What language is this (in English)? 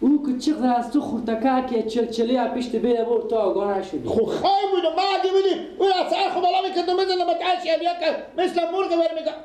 Persian